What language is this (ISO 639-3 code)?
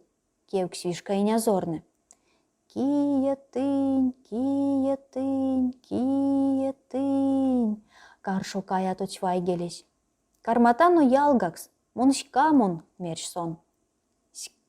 myv